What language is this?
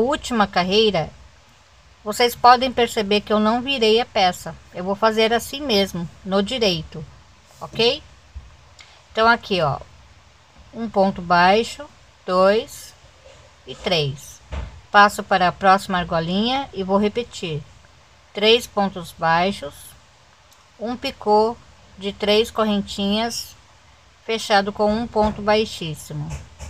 Portuguese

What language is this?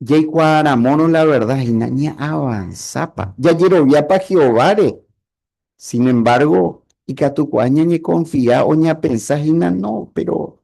Guarani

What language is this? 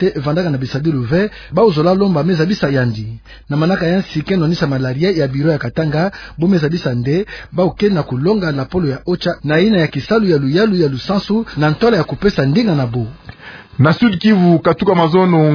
Kituba (Democratic Republic of Congo)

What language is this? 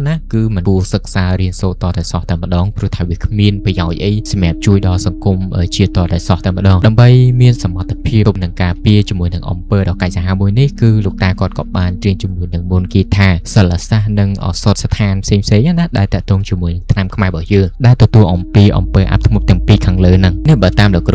Khmer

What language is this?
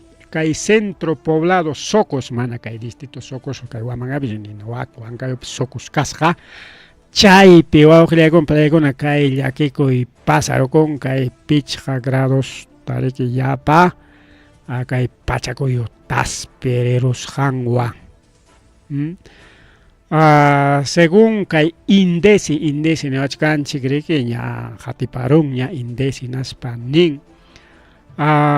Ayacucho Quechua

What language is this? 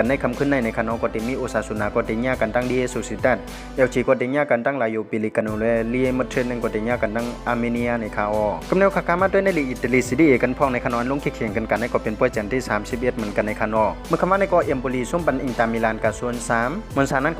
Shan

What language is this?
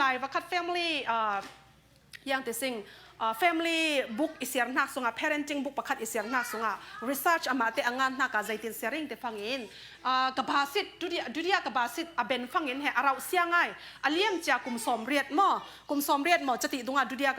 Falam Chin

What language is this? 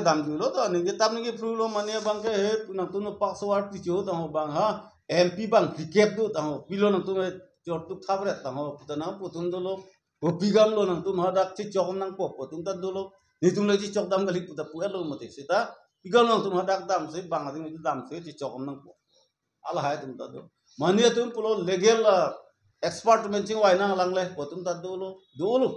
Karbi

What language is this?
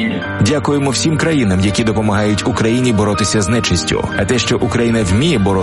Ukrainian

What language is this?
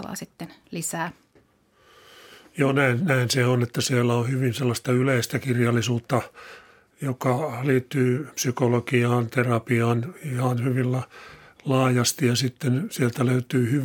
Finnish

